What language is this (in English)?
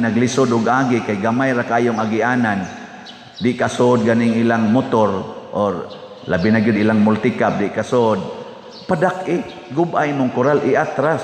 Cebuano